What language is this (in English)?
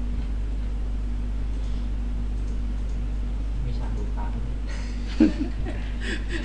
Thai